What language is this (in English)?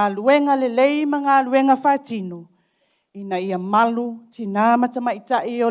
Samoan